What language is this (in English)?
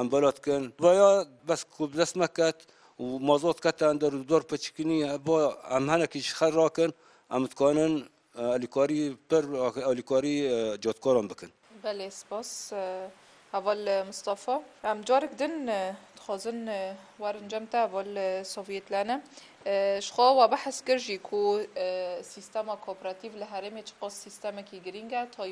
Kurdish